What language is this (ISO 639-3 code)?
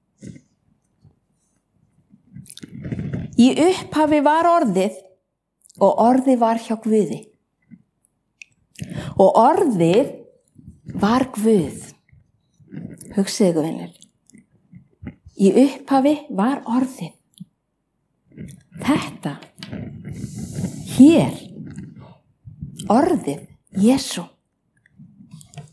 isl